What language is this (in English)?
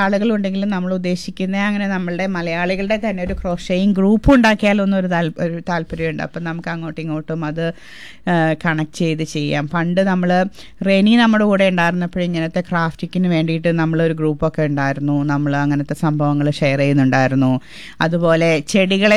Malayalam